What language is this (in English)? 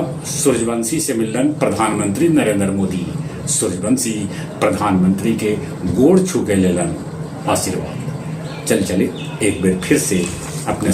Magahi